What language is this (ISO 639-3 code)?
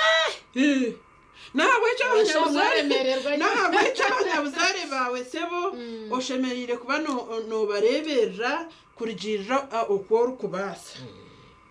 nyn